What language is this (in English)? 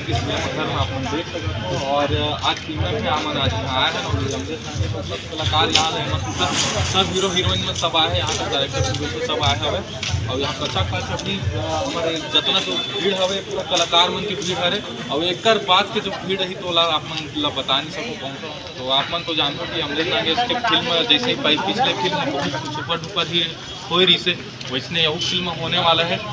Chhattisgarhi